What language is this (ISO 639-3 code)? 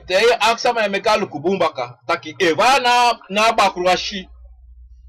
srn